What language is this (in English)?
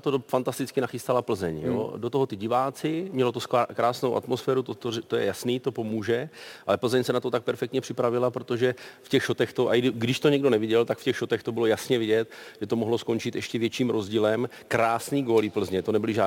Czech